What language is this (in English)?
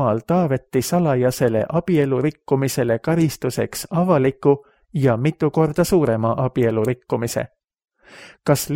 Estonian